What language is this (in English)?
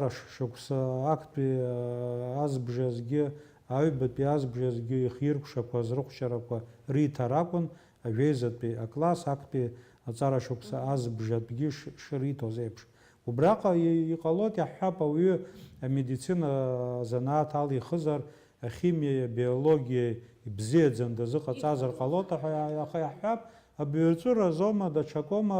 Abkhazian